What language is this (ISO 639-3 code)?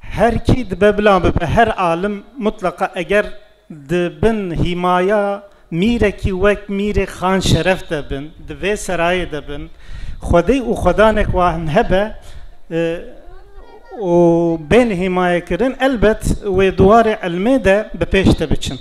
kur